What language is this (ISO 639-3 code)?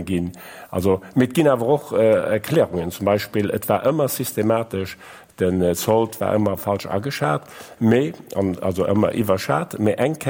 ltz